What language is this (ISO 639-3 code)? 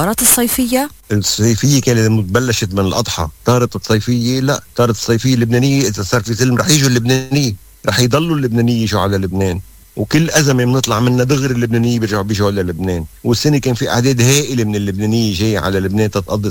apc